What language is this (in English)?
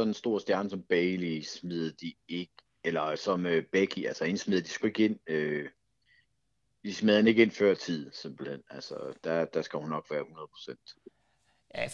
Danish